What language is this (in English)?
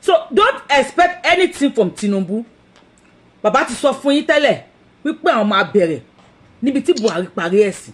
Yoruba